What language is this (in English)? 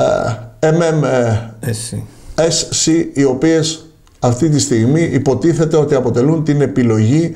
Greek